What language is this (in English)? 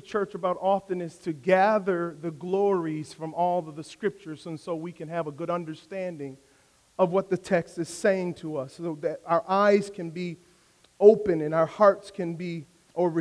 English